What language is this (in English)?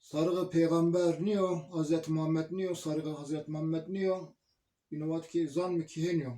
Zaza